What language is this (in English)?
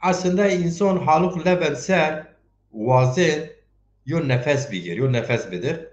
Zaza